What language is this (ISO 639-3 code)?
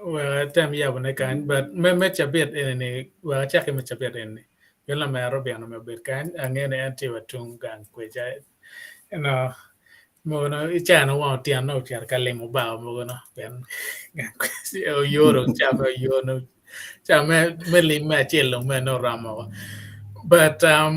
ach